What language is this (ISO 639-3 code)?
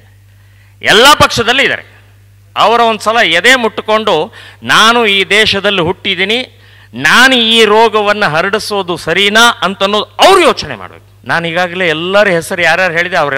kan